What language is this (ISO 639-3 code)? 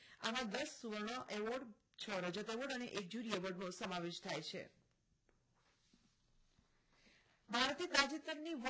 guj